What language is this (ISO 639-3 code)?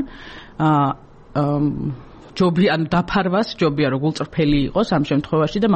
kat